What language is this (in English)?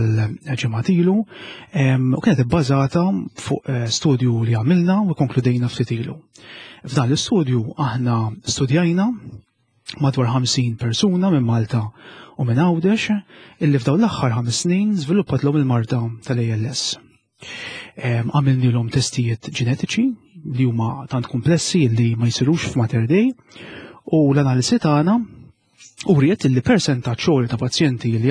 Maltese